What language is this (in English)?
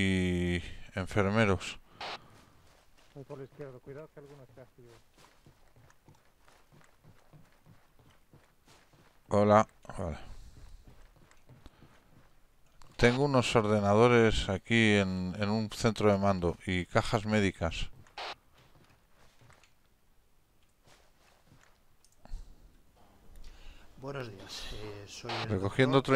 Spanish